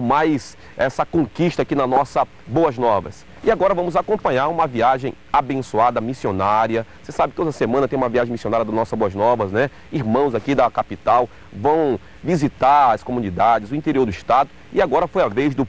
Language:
Portuguese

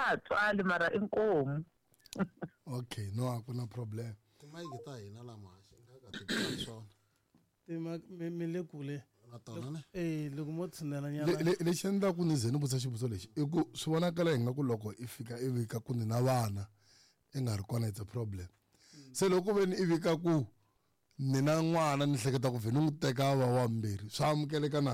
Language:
Tsonga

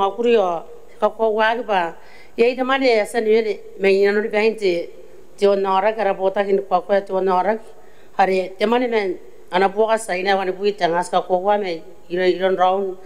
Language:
Gilbertese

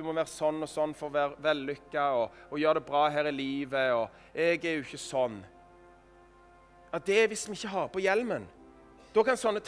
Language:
Norwegian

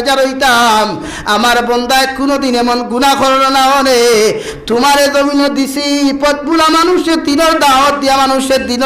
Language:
Sylheti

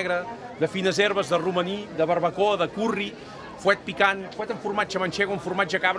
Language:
Catalan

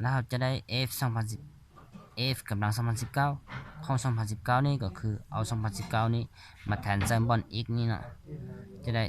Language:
Lao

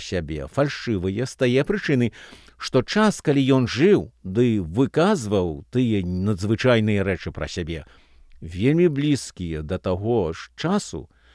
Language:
Belarusian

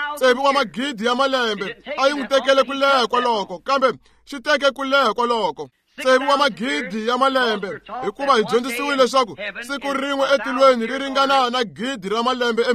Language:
Tsonga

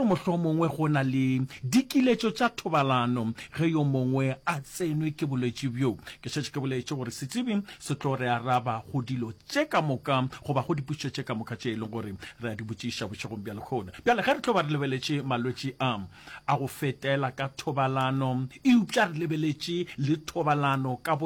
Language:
Northern Sotho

